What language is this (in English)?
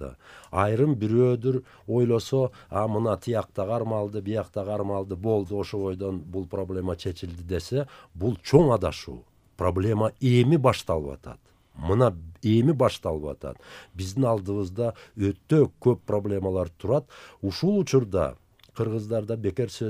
Kyrgyz